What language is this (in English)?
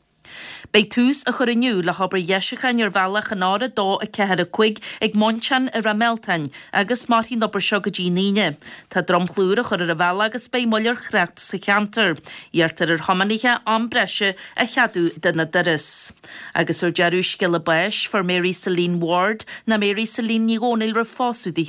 Irish